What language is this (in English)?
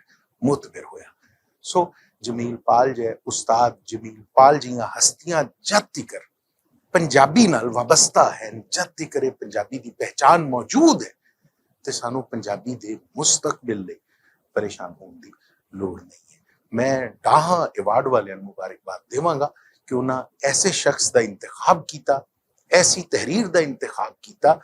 Western Panjabi